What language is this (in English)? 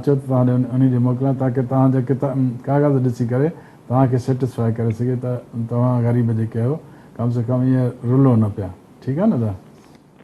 Sindhi